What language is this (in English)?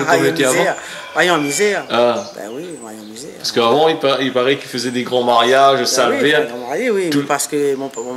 Réunion Creole French